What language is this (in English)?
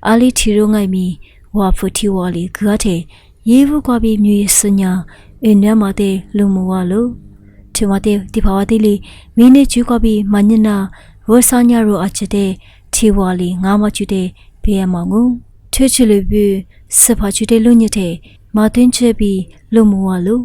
Lisu